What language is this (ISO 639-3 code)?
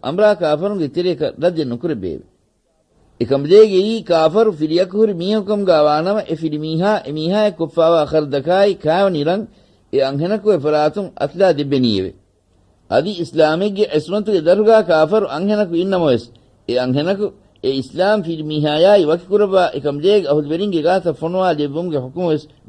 div